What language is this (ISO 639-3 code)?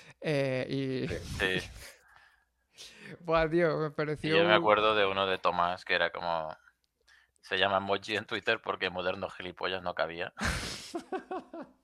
spa